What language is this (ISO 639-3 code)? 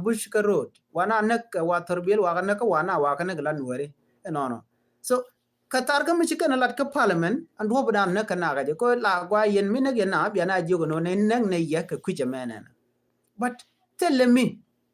nus